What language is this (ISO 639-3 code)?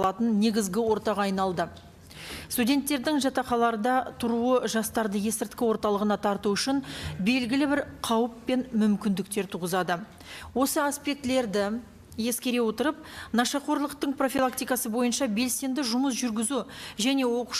kaz